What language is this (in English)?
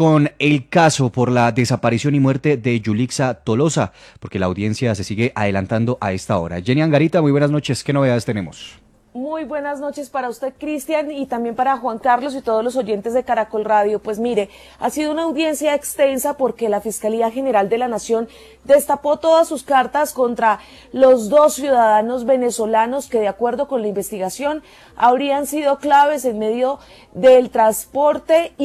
Spanish